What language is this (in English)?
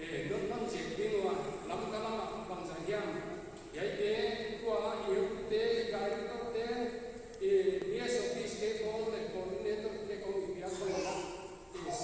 Paite Chin